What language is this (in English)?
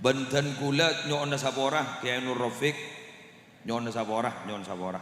Madurese